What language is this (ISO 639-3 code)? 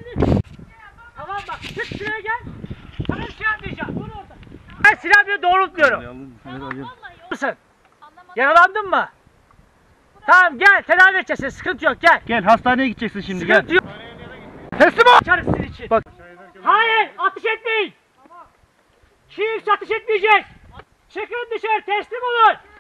tur